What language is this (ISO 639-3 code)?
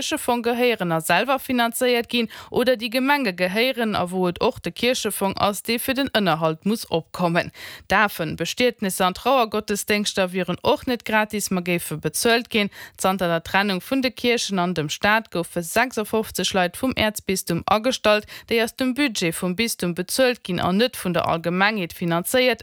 ltz